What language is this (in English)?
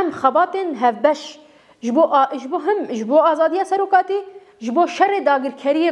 Kurdish